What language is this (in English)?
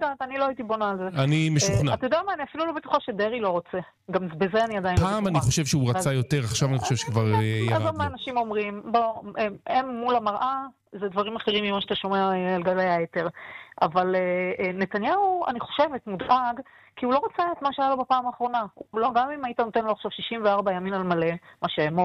Hebrew